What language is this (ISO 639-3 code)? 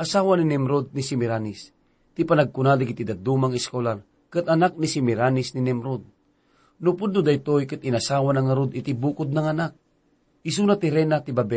ilo